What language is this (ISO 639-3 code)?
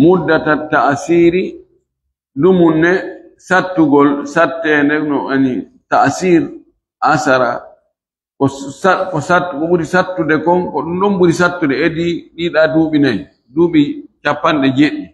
ful